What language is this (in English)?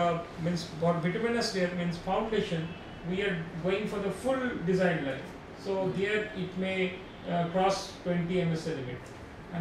English